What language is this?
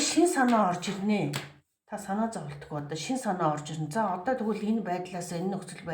Mongolian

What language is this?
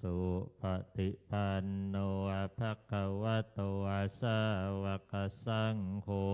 Pali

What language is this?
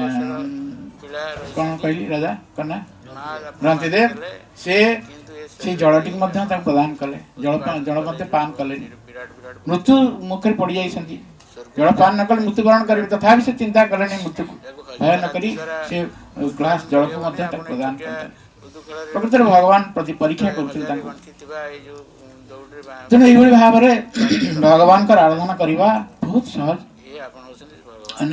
Odia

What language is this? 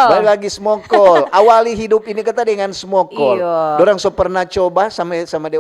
Manado Malay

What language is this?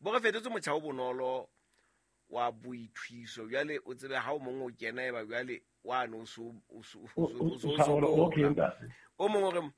Southern Sotho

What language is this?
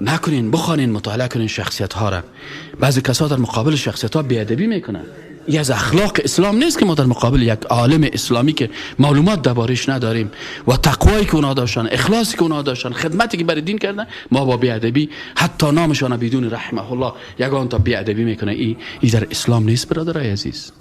Persian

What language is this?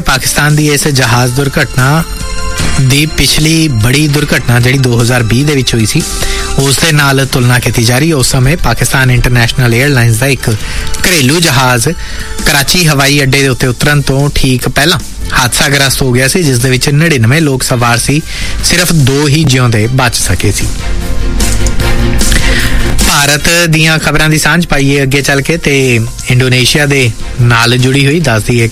Punjabi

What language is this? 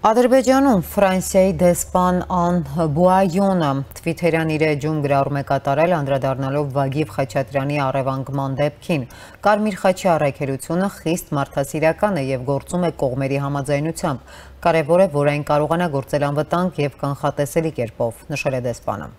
Armenian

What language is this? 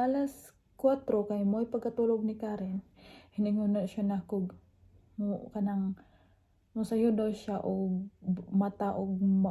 Cebuano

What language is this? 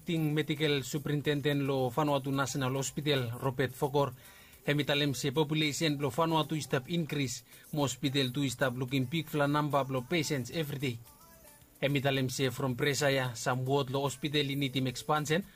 Bislama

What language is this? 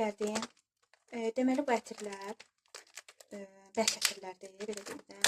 Azerbaijani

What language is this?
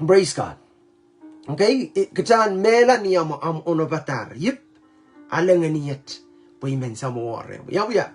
Pohnpeian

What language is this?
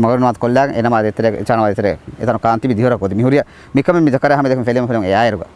Divehi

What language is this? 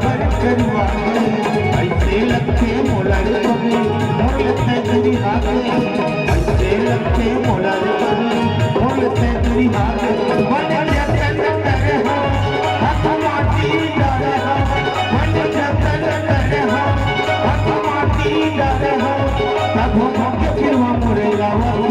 Chhattisgarhi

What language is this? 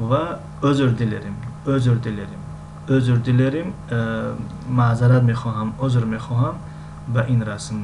Tajik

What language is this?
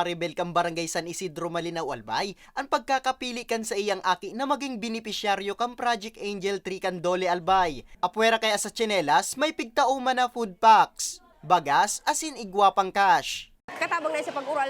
Bikol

